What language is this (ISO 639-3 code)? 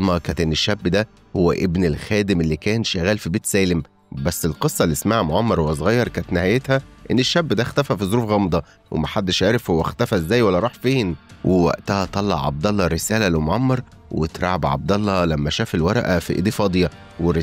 arz